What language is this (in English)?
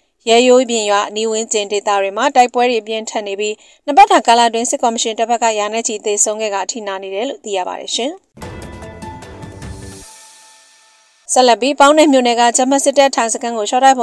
Burmese